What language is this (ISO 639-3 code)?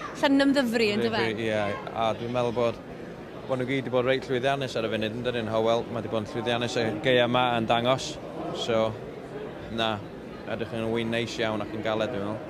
cym